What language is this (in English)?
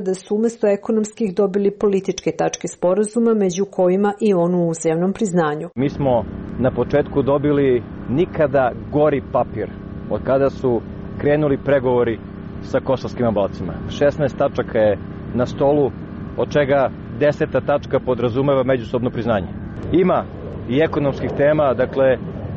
Serbian